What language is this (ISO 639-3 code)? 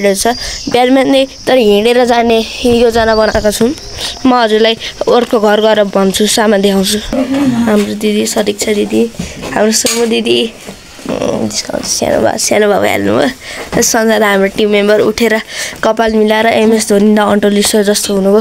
nep